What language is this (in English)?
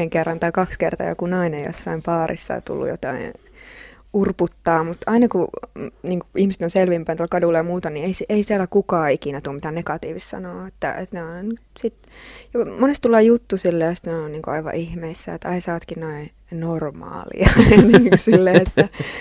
Finnish